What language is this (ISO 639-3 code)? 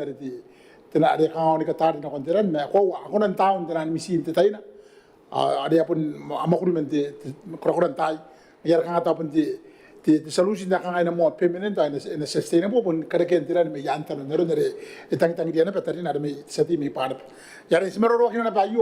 gil